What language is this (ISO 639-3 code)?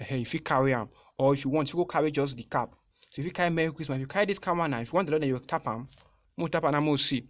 pcm